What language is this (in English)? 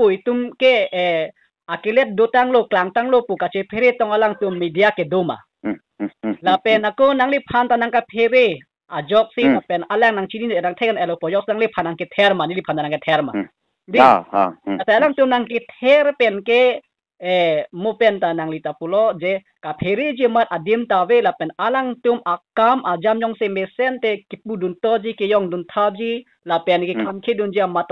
Karbi